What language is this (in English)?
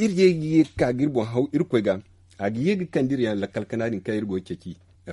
Zarma